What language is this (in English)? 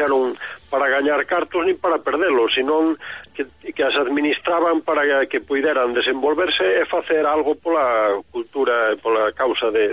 Galician